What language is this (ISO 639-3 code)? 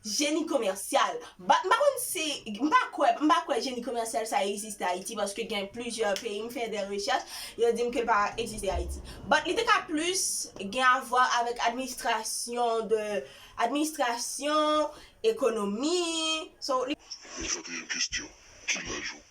hat